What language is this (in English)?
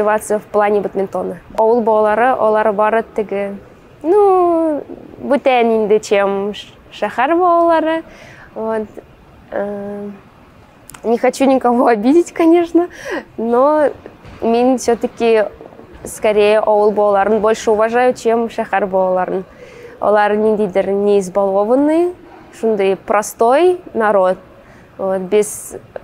Tatar